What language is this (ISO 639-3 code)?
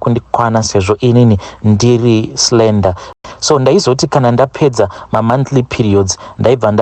sna